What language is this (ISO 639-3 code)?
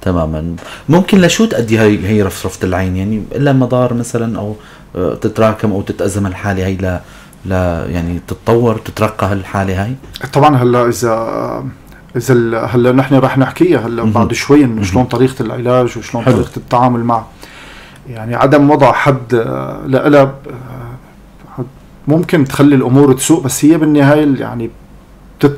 apc